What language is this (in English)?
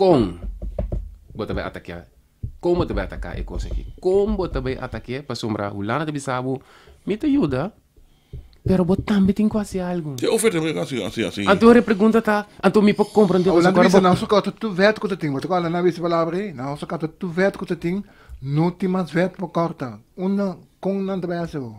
Papiamento